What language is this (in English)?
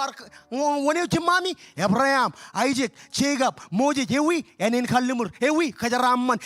Marshallese